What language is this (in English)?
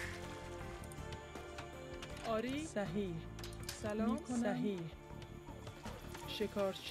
Persian